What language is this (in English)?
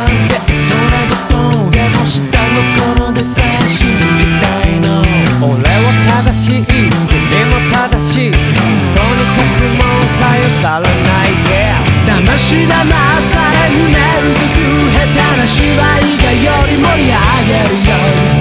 Japanese